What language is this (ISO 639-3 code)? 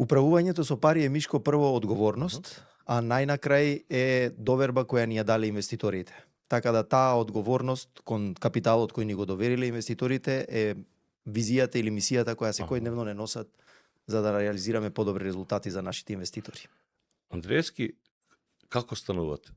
mkd